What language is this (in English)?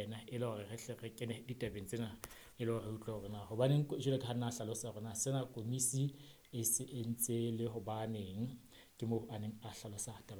Southern Sotho